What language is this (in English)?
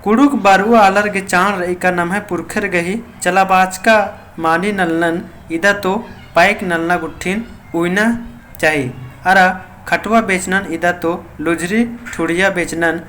Kurukh